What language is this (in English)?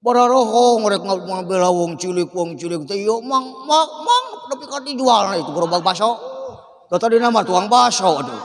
Sundanese